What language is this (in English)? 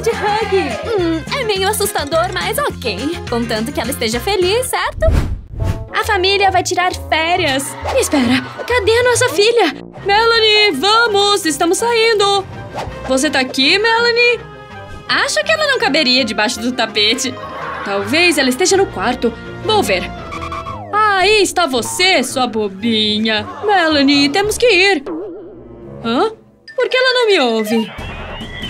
Portuguese